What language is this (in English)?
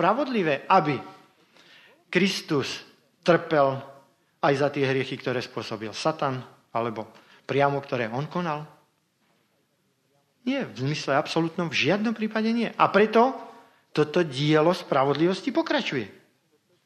Slovak